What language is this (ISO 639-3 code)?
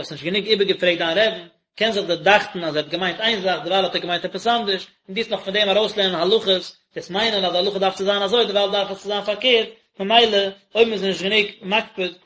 yid